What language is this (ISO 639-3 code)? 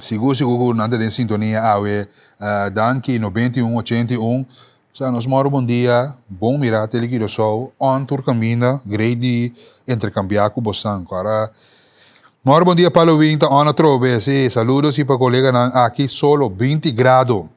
pap